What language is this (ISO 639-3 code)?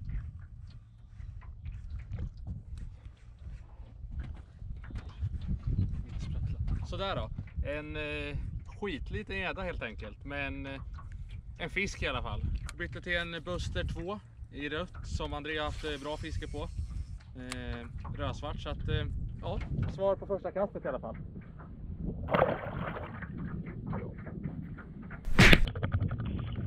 swe